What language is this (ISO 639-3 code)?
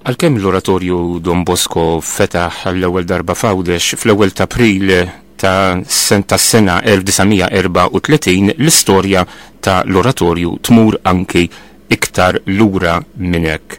mlt